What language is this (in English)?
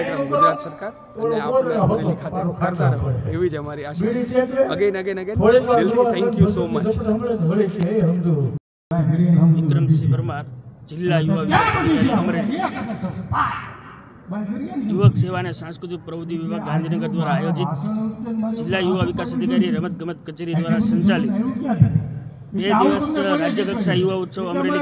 Gujarati